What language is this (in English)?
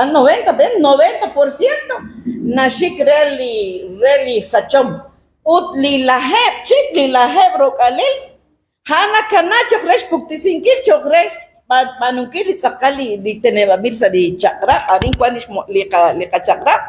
Kekchí